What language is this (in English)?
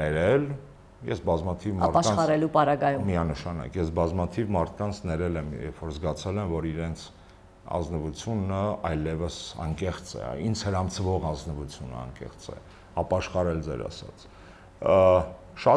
Armenian